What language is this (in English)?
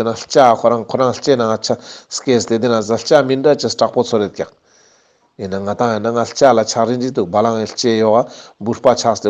Ladakhi